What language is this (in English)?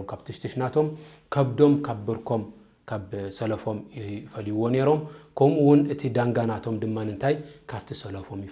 Tigrinya